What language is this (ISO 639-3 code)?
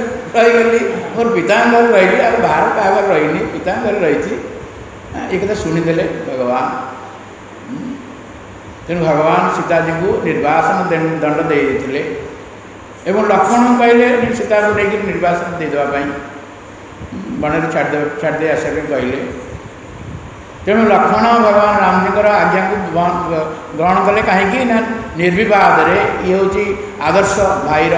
ori